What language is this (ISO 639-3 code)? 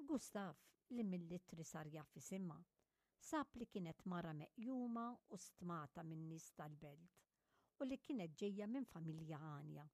mlt